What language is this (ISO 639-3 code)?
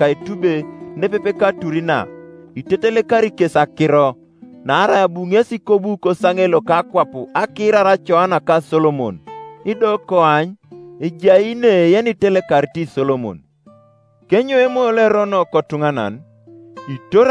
teo